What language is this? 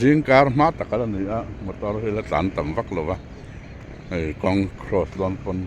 Mizo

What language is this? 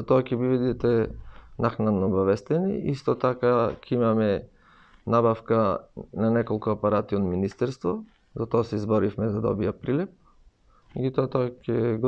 Macedonian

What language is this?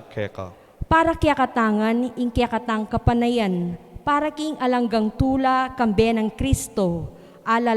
Pampanga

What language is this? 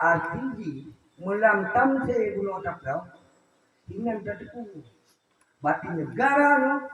Achinese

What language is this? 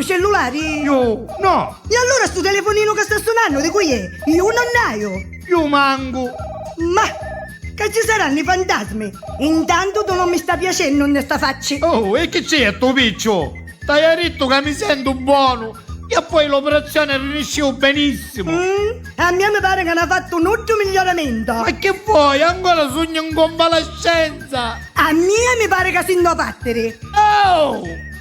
Neapolitan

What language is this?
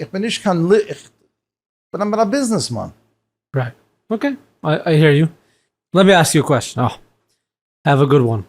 Yiddish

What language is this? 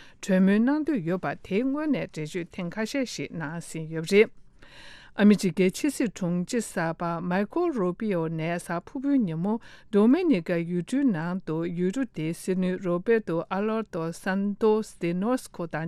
Tibetan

